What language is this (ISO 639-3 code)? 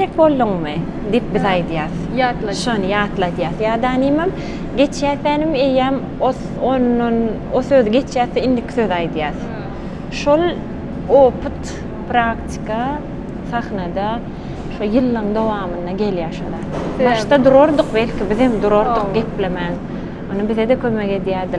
tuk